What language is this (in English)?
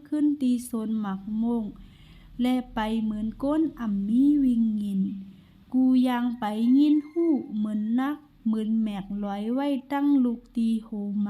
Shan